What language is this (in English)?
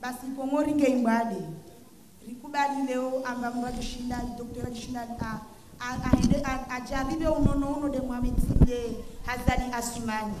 Ngazidja Comorian